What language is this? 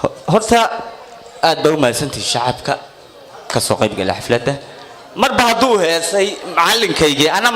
Somali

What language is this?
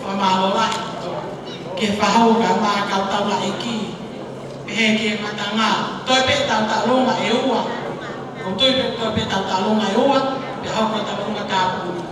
Tongan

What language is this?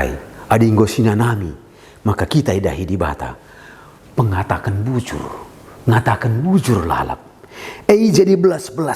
Batak Karo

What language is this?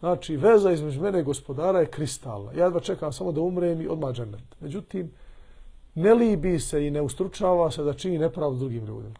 Bosnian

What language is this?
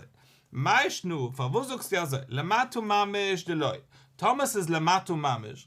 Yiddish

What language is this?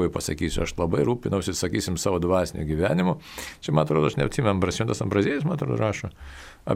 Lithuanian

